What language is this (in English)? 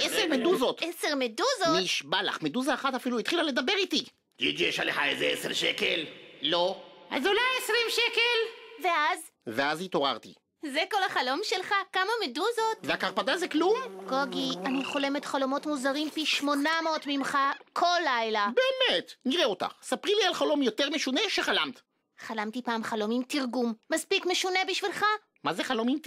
Hebrew